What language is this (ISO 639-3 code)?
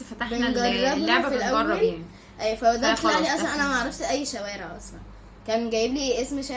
arz